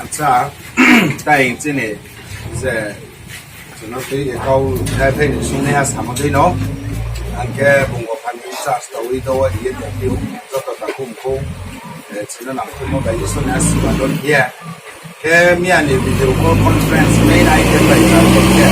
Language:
Riang (India)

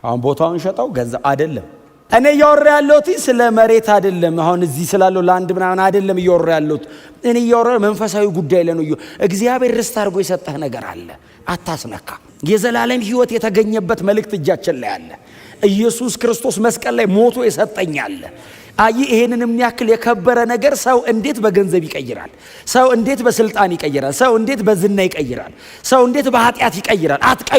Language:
Amharic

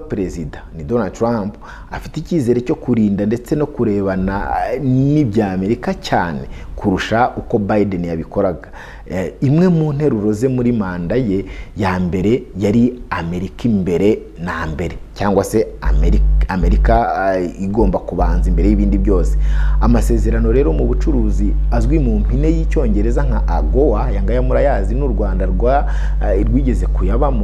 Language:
Kinyarwanda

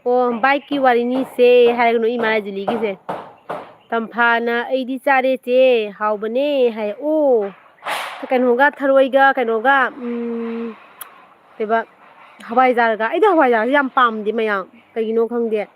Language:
Manipuri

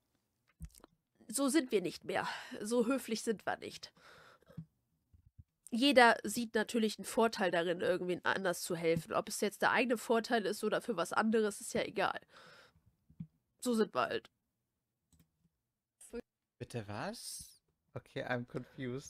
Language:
German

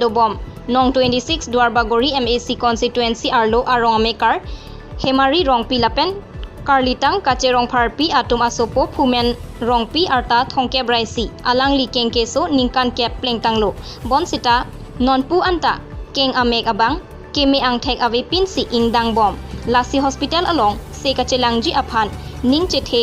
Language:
Karbi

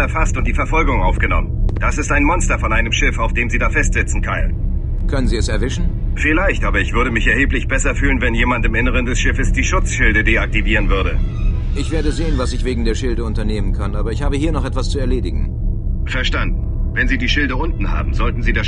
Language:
Bavarian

